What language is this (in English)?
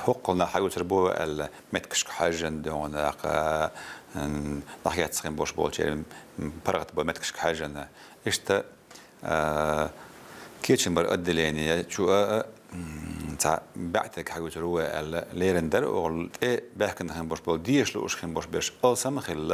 Chechen